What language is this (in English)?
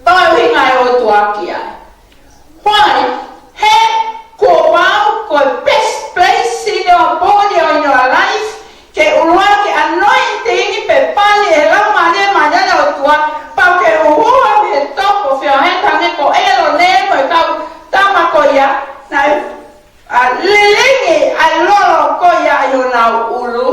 Tongan